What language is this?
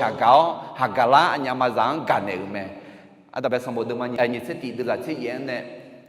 Akha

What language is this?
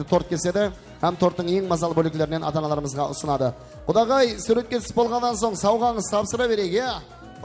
Kara-Kalpak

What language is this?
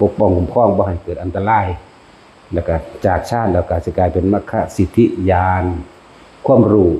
Northeastern Thai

